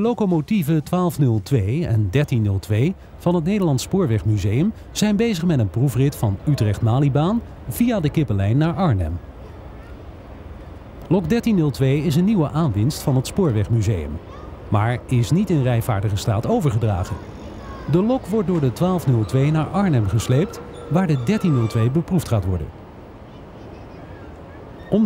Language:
Dutch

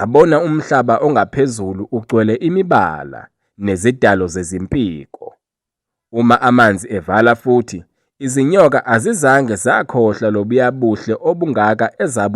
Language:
Zulu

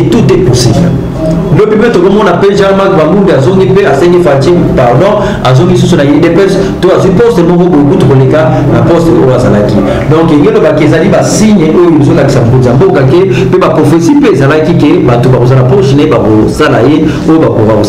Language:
Lingala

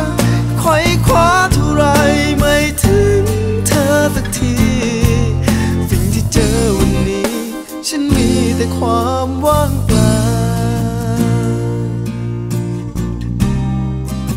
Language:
Thai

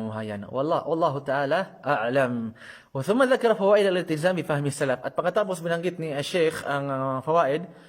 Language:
Maranao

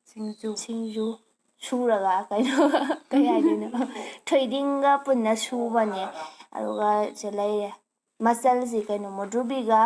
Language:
Manipuri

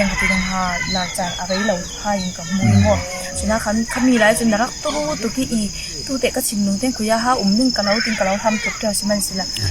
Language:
Falam Chin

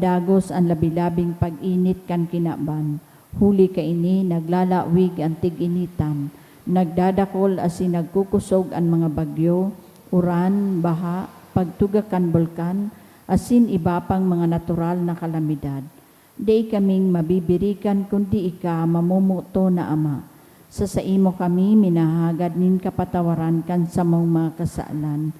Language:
Bikol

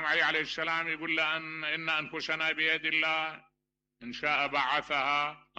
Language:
Mesopotamian Arabic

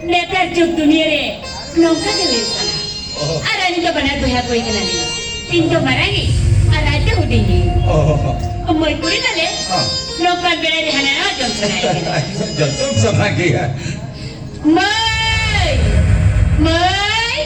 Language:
Santali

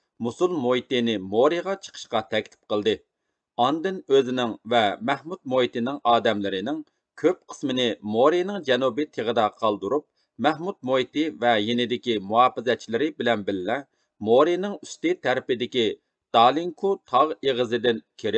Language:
Uyghur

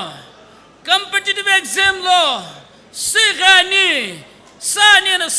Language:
Sumi Naga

